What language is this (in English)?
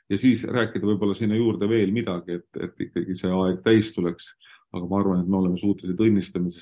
Estonian